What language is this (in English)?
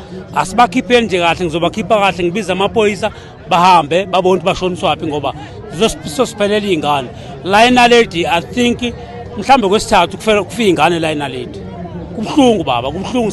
North Ndebele